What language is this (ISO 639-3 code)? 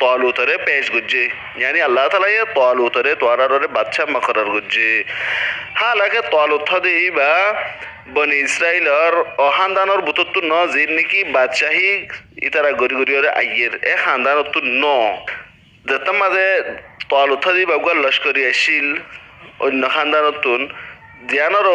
rhg